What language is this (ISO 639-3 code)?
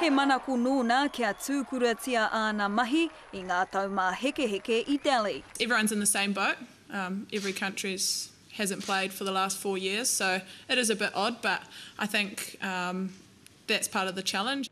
mri